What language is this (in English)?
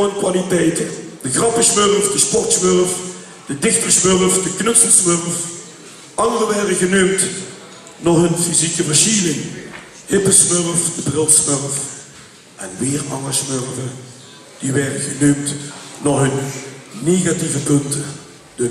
Limburgish